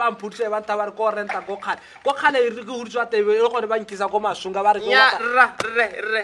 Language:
Tswana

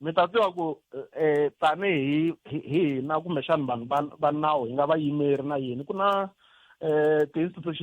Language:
Tsonga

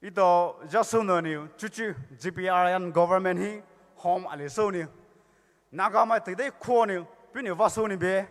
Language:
Poumei Naga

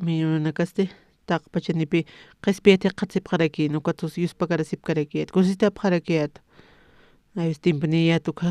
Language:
Aymara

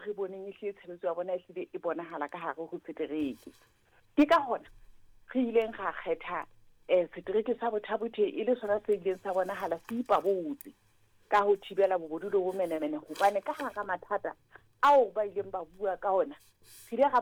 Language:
Southern Sotho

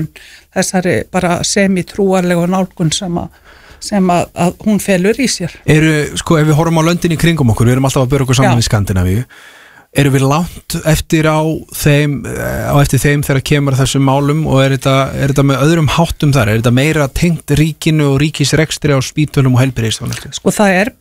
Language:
Icelandic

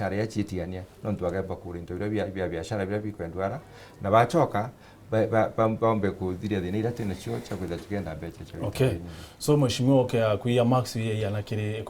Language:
Meru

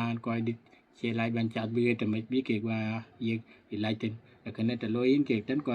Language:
Dinka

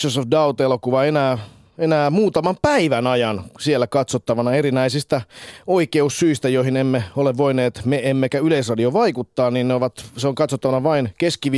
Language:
Finnish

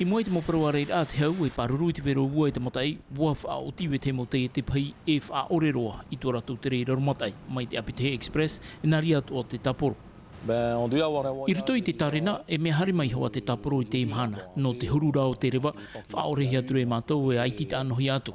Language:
Tahitian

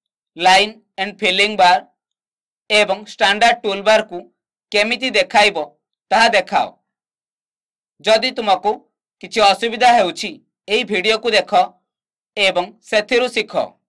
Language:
Odia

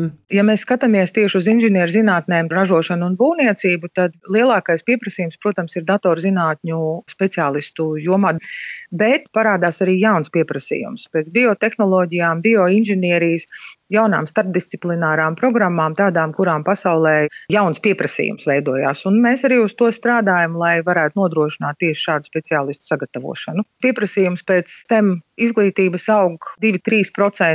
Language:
Latvian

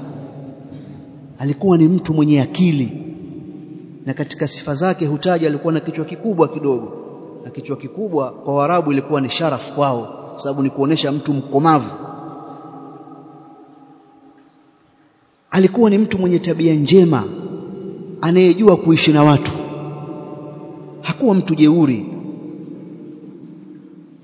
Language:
Swahili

